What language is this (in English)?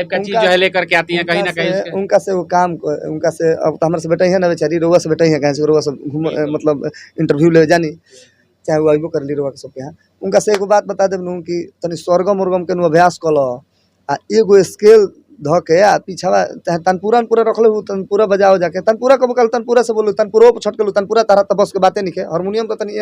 Bhojpuri